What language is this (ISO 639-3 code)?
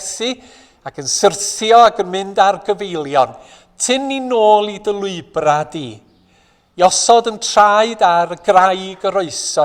cym